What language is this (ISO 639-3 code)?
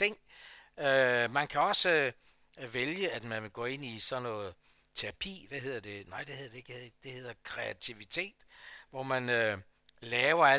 dan